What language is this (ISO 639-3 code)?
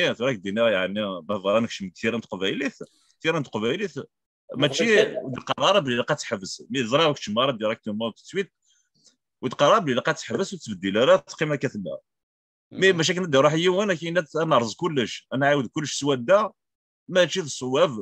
kab